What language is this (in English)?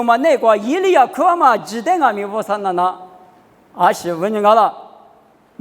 Lisu